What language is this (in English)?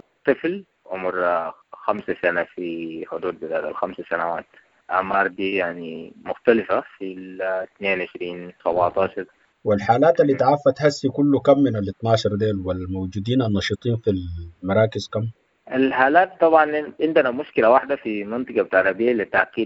Sudanese Arabic